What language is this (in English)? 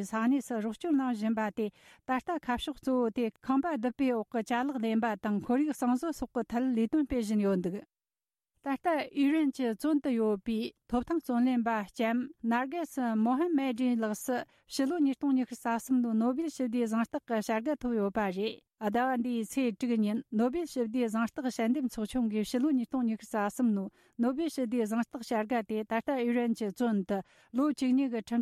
Tibetan